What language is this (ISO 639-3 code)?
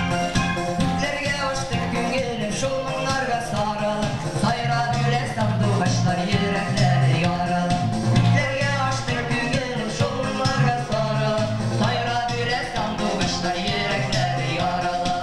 bak